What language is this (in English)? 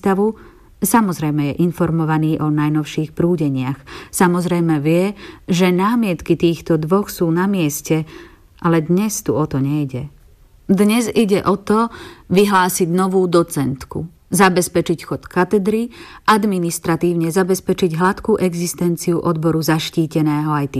Slovak